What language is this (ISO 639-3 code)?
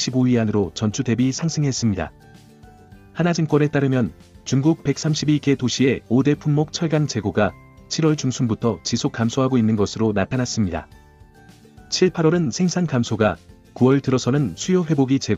kor